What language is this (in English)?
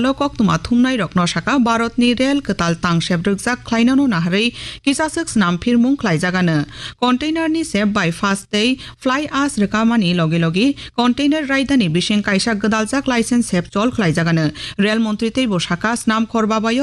Kok Borok